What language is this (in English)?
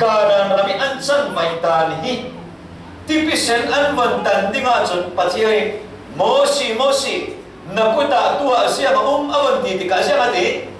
Falam Chin